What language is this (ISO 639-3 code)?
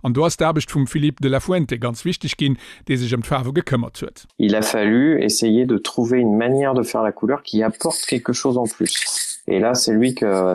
ltz